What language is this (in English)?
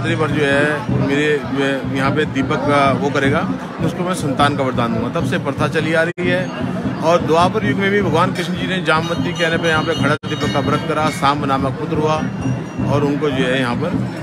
Hindi